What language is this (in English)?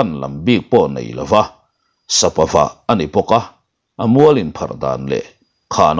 Mizo